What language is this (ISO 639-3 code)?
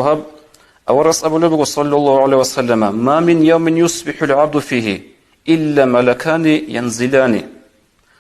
ava